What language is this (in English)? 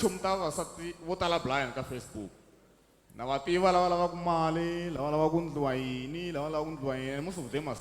Tsonga